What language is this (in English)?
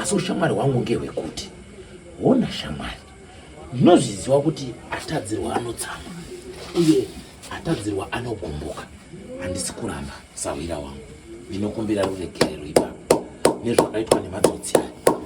Shona